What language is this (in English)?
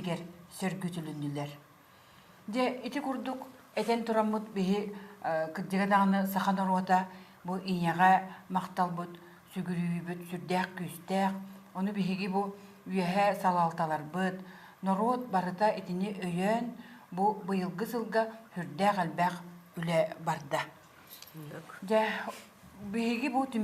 Yakut